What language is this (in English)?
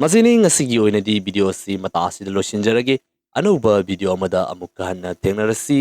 Manipuri